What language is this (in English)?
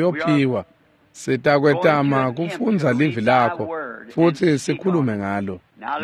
Swati